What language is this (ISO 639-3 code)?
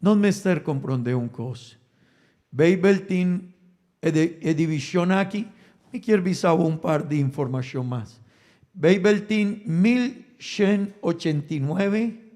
pap